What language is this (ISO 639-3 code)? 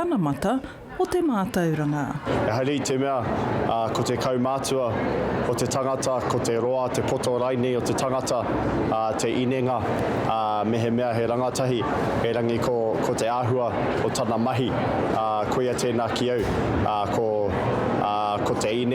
mri